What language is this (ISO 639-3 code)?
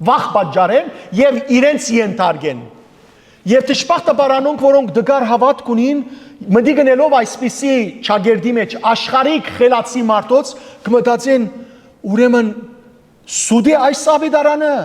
hyw